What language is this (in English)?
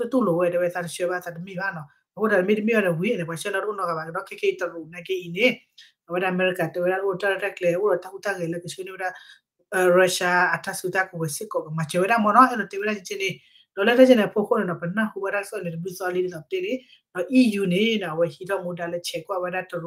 S'gaw Karen